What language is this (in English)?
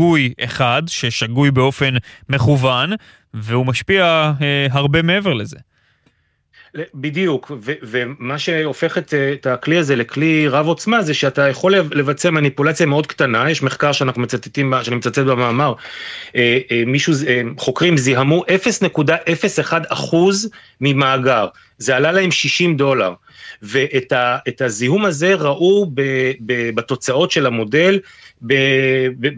Hebrew